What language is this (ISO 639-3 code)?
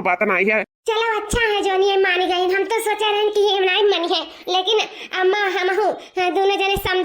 awa